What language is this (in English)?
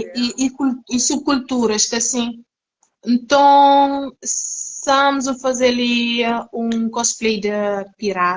Kabuverdianu